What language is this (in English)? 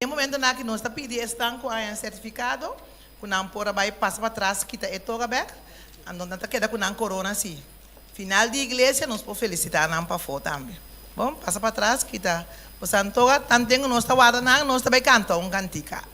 Papiamento